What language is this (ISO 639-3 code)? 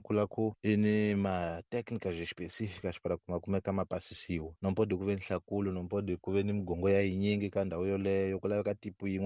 tso